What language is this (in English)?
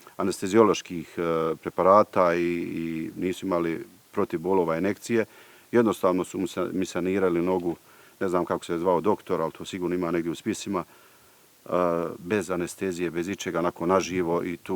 Bosnian